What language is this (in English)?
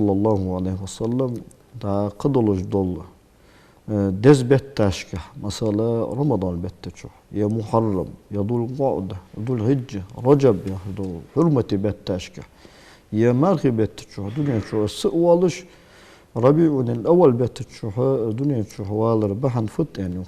Ingush